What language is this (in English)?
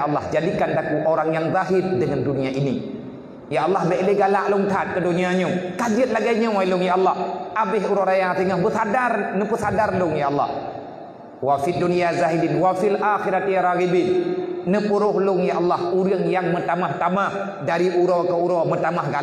Achinese